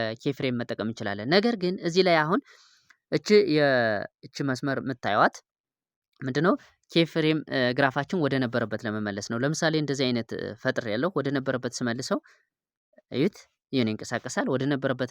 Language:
Amharic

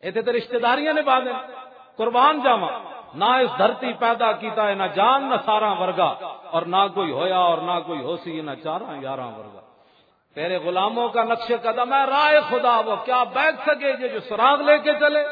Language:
Western Panjabi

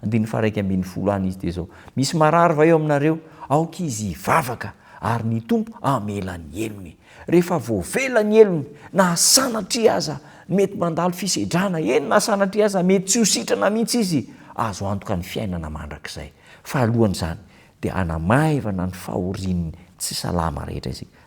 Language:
Malagasy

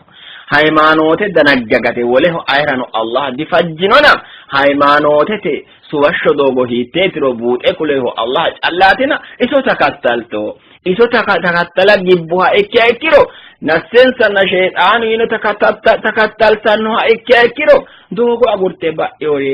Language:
Sidamo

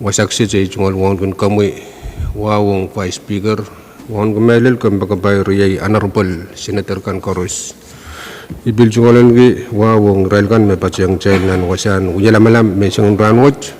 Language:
Pohnpeian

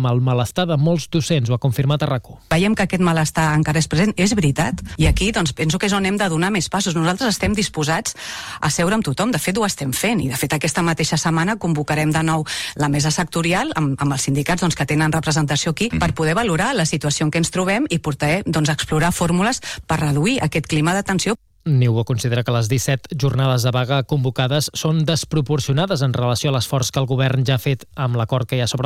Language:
Catalan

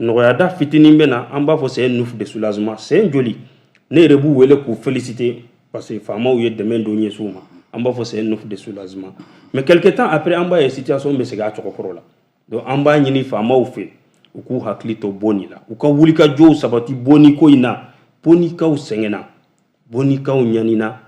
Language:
Bambara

